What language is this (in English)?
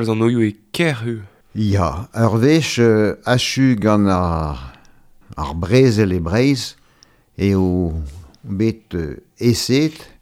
Breton